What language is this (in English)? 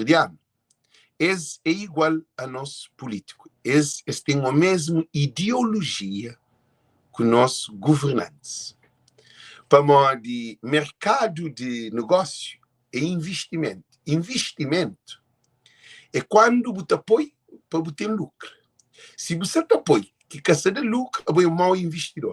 Kabuverdianu